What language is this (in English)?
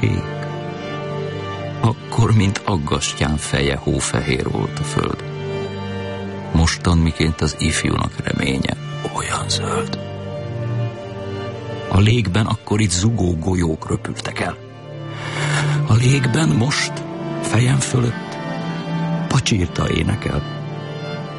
Hungarian